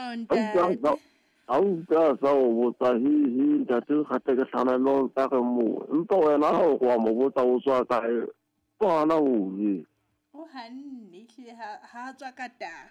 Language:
Southern Sotho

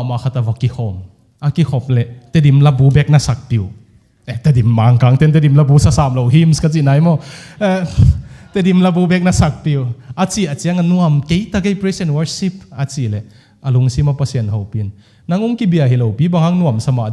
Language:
Tedim Chin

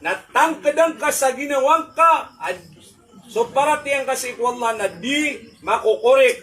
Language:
Maranao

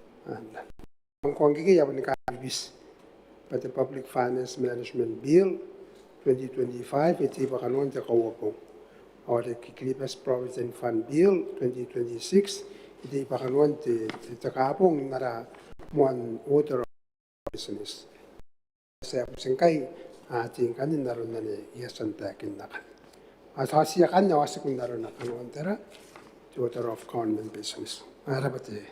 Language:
Gilbertese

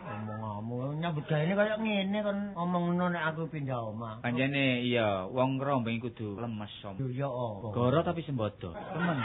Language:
Javanese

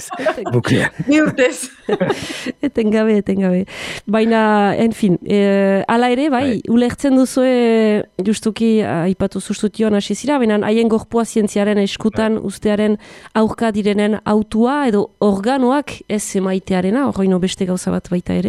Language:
Basque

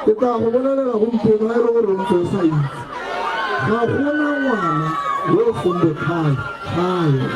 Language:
Tswana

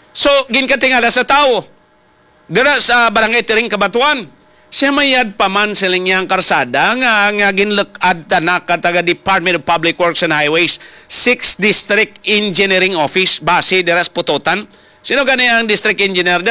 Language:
Hiligaynon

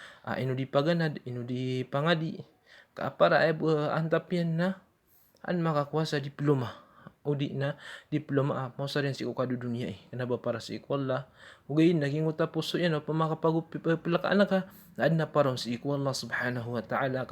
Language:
Maranao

